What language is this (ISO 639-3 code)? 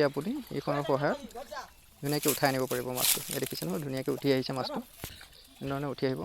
asm